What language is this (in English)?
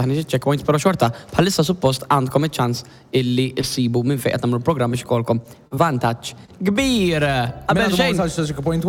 Maltese